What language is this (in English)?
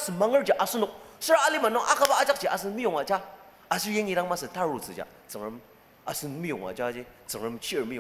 Ao Naga